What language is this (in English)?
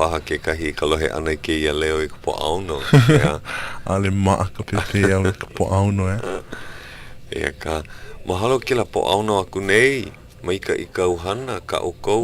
Hawaiian